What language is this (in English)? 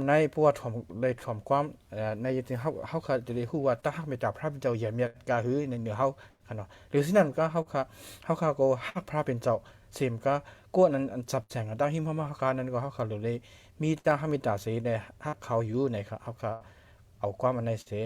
Shan